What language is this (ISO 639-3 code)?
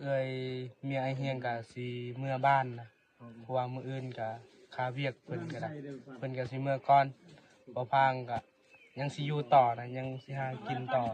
lao